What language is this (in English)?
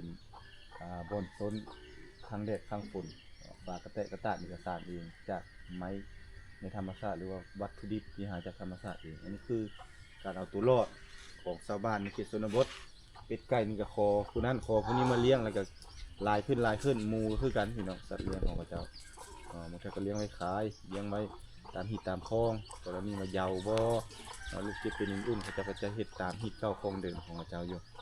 Lao